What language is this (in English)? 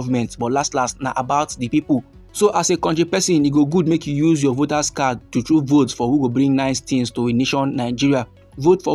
Nigerian Pidgin